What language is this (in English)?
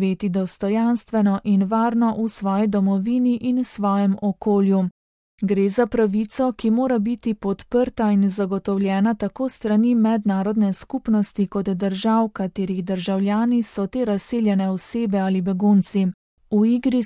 Slovenian